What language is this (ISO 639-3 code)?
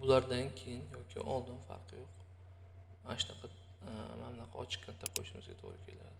uzb